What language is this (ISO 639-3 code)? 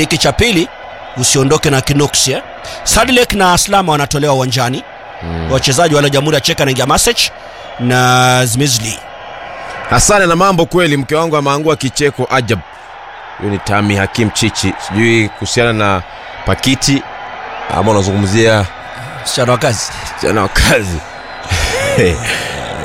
swa